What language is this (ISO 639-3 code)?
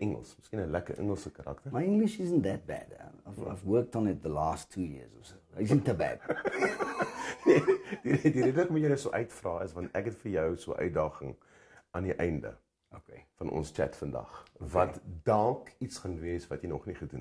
afr